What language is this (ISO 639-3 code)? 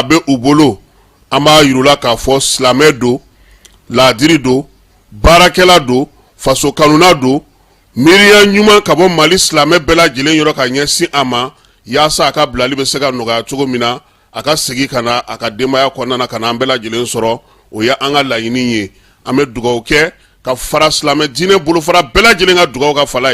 bam